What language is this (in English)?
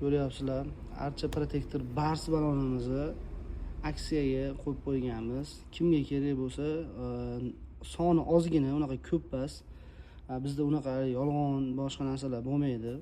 Uzbek